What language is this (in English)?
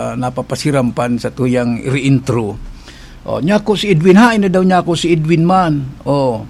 Bikol